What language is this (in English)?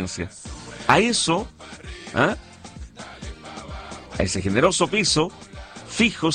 Spanish